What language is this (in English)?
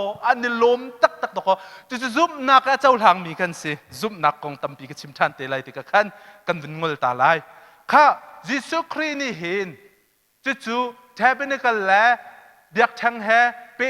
Hakha Chin